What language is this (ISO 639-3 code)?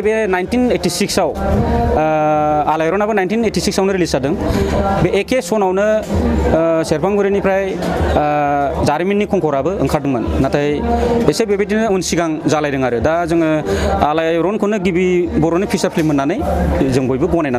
brx